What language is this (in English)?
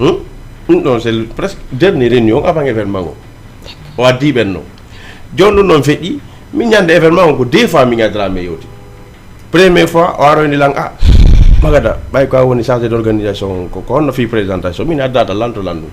Fula